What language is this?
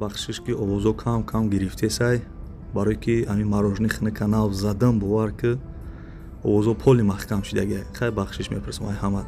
Tajik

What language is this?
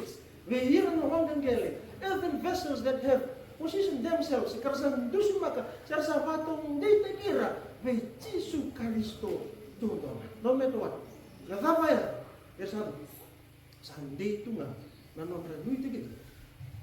Fijian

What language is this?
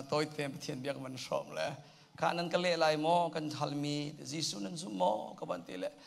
Hakha Chin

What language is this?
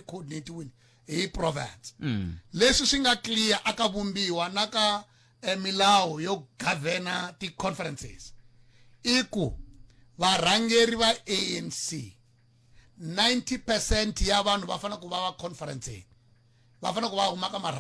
Tsonga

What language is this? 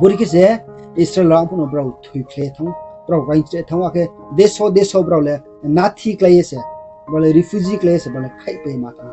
Riang (India)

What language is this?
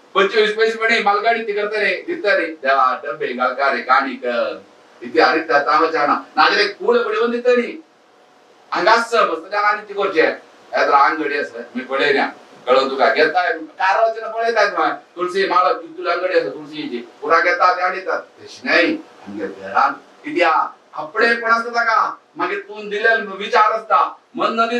Konkani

